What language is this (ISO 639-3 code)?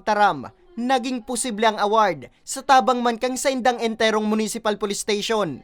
bik